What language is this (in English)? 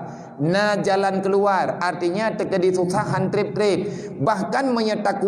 Achinese